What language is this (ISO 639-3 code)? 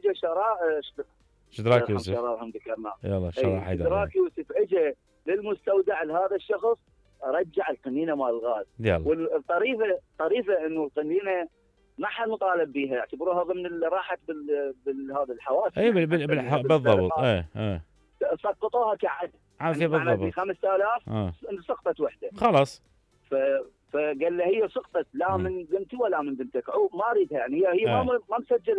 acm